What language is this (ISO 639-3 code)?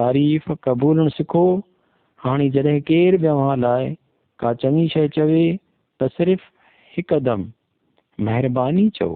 snd